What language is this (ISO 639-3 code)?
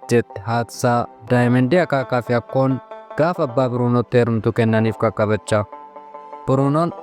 orm